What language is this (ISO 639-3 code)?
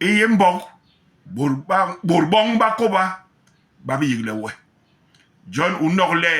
bas